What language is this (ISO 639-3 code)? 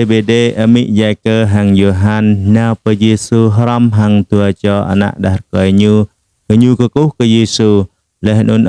jra